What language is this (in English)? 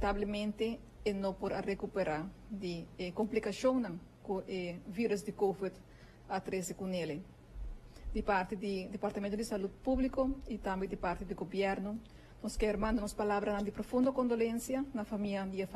Papiamento